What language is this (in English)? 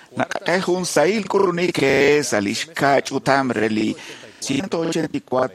Kekchí